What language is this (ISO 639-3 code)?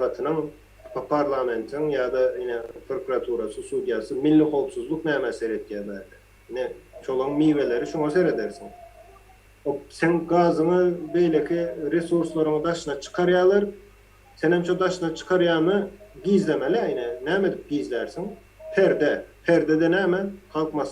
tuk